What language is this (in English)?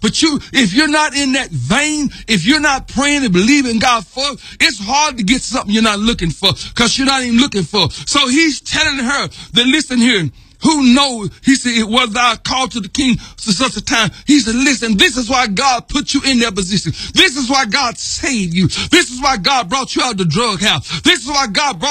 English